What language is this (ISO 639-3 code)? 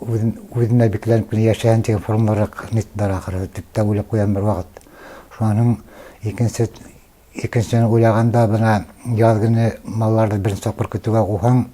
bak